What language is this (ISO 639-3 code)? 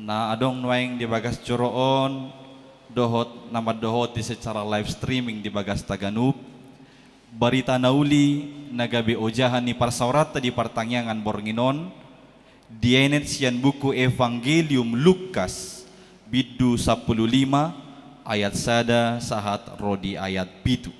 bbc